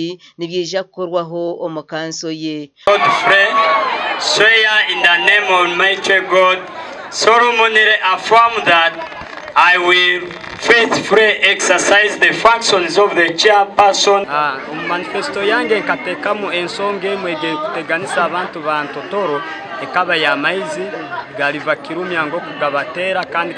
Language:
Nyankole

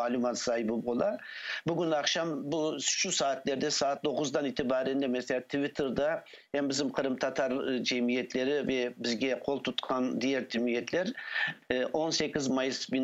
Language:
Crimean Tatar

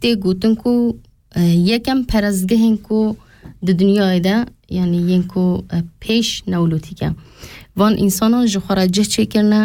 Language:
Kurdish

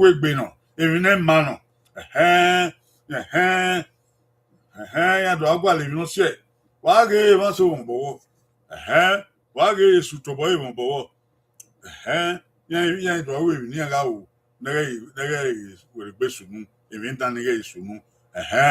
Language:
Bini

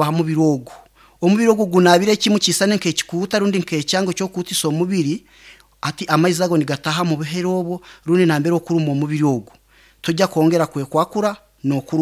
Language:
Nyankole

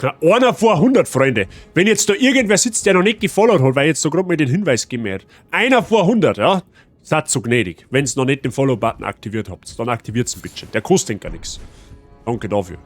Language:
Bavarian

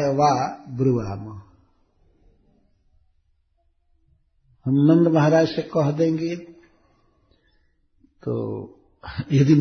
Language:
Hindi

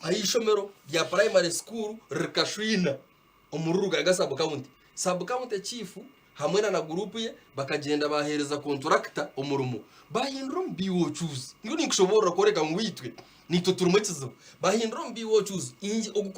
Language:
Nyankole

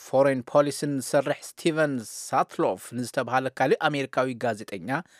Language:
Tigrinya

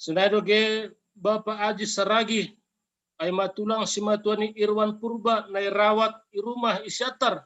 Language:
Batak Simalungun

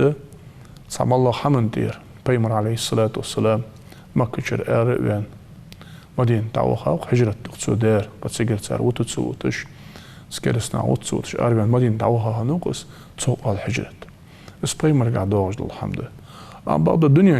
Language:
Ingush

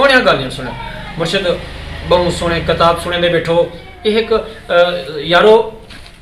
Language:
Saraiki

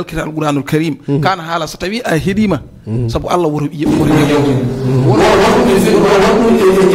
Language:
Fula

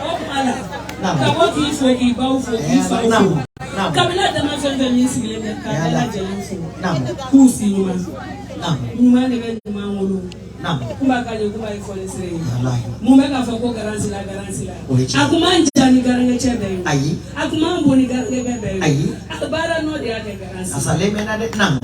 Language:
Bambara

